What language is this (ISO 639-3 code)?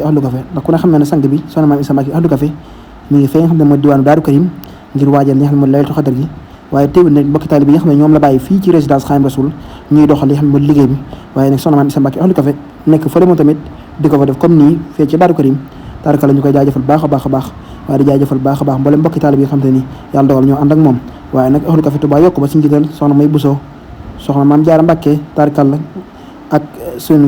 wol